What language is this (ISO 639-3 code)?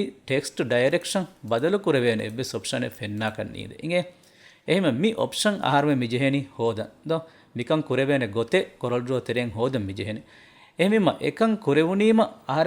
div